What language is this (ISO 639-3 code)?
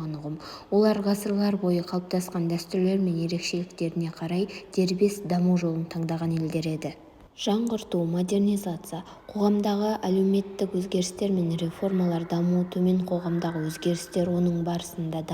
kaz